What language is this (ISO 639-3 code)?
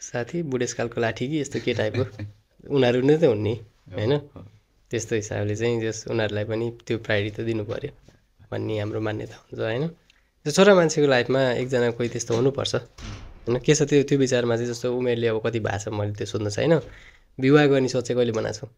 nep